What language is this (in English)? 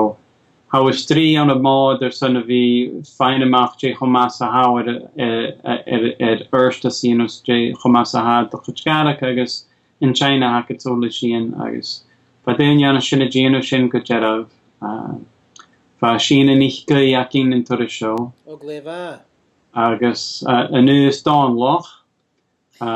Scottish Gaelic